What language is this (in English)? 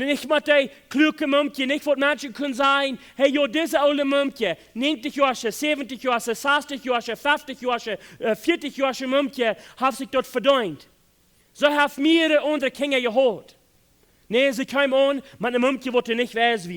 Plautdietsch